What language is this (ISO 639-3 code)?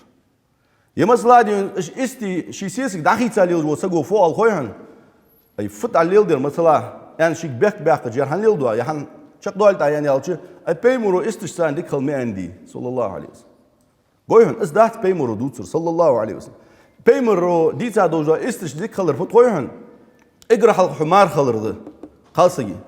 inh